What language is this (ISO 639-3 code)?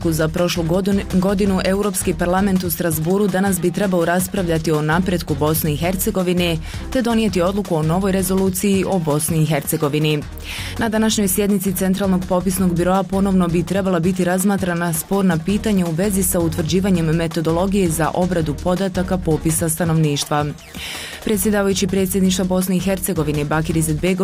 bos